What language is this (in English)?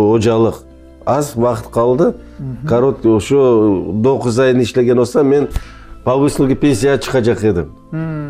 Crimean Tatar